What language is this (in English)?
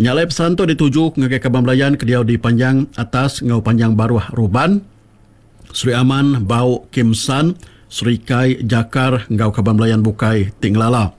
Iban